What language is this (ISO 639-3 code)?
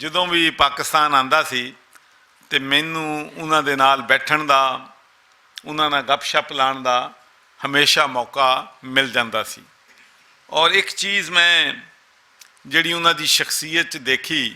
lah